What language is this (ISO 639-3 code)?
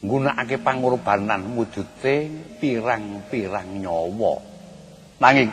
jav